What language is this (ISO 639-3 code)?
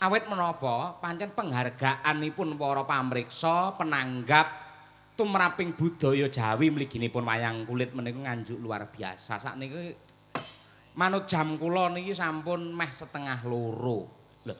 jav